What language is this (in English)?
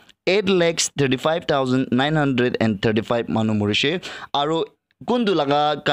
Naga Pidgin